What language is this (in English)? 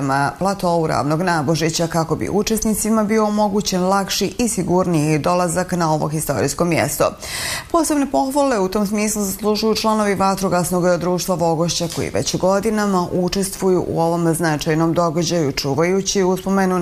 Bosnian